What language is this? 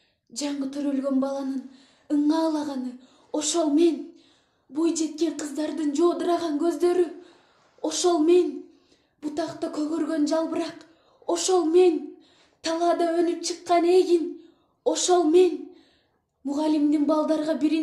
Kyrgyz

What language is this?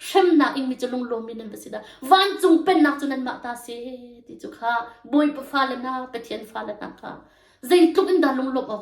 Hakha Chin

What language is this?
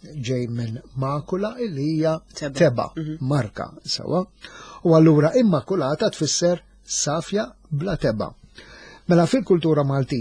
Maltese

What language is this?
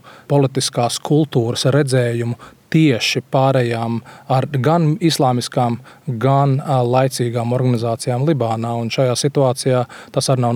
Latvian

